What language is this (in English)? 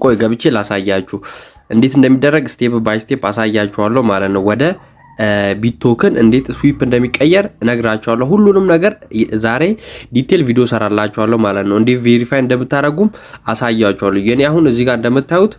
Amharic